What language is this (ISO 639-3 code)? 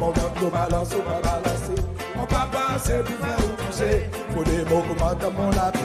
crs